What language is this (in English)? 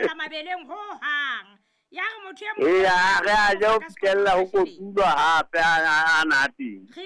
Southern Sotho